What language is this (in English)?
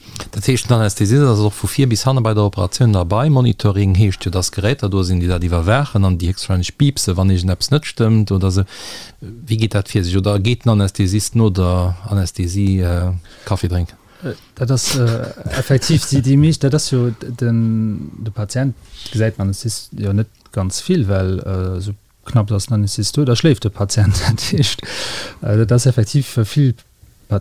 Luxembourgish